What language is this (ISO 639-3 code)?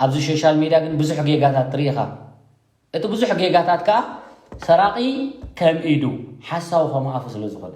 tir